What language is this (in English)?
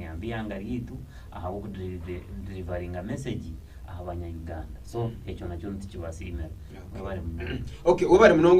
Nyankole